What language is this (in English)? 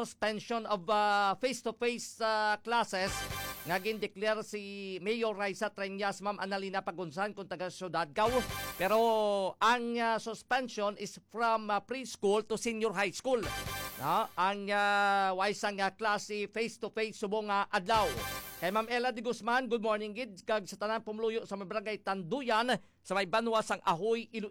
Hiligaynon